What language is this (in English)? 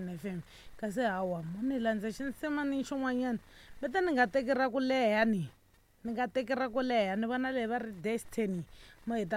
Tsonga